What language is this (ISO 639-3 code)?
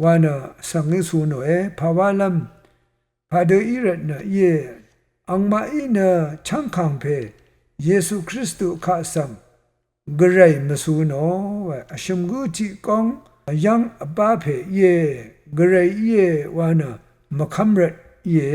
raw